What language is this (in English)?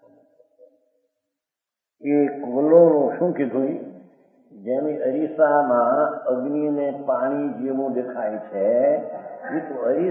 Gujarati